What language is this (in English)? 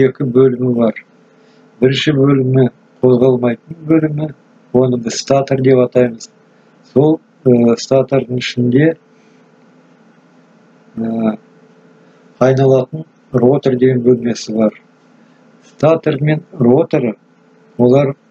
Kazakh